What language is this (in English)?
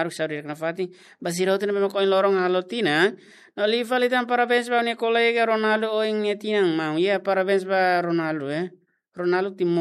Tetum